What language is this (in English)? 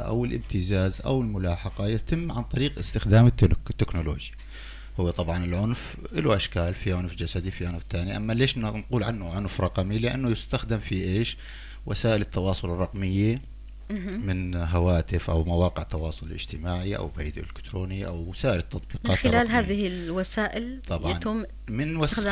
North Levantine Arabic